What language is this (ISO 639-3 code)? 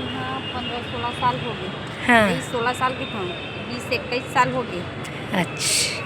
hne